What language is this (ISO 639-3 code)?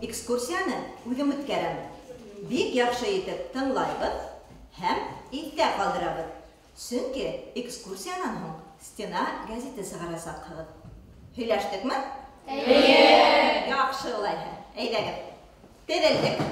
bak